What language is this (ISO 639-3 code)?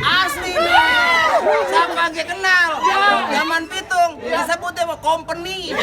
bew